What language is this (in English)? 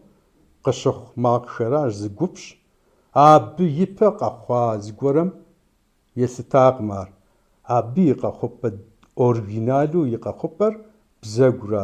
Kabardian